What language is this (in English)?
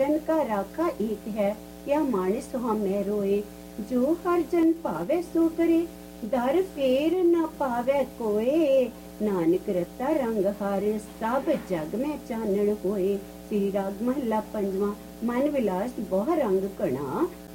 Punjabi